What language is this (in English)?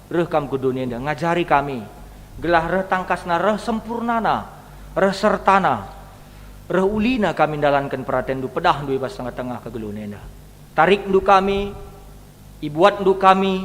Batak Karo